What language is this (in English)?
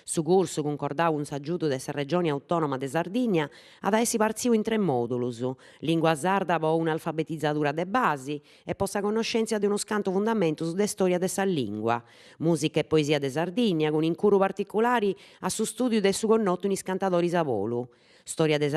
Sardinian